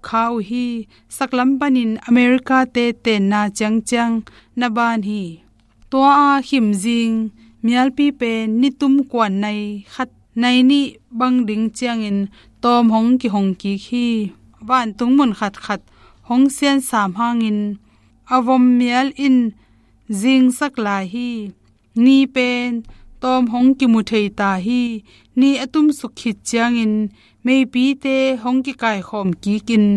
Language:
Tedim Chin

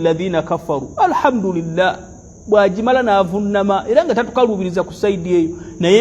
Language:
Ganda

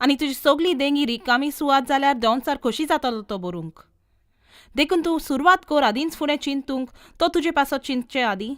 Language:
Konkani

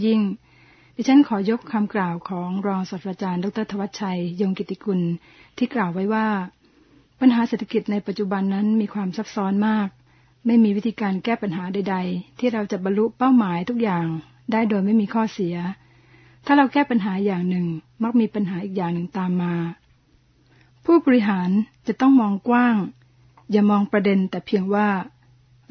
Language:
Thai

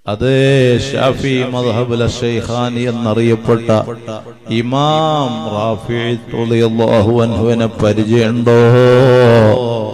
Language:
Malayalam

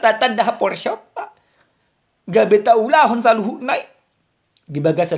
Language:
Batak Toba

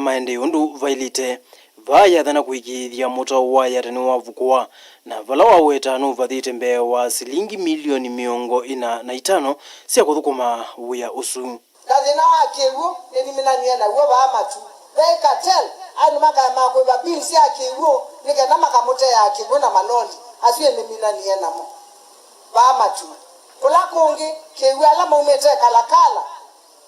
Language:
Kamba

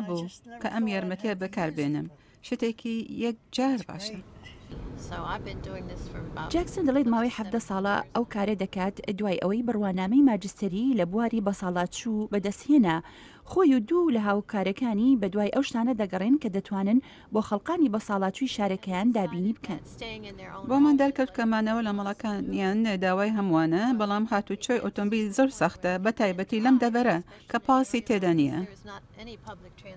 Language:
Central Kurdish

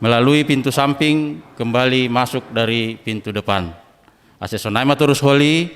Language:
Batak Simalungun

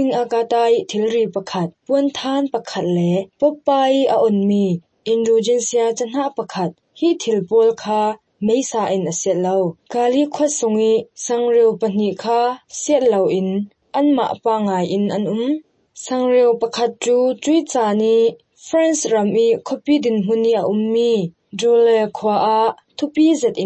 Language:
Hakha Chin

